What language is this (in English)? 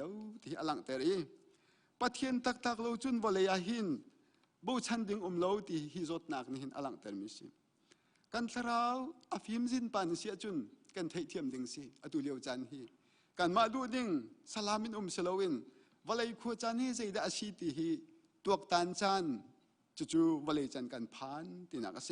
Hakha Chin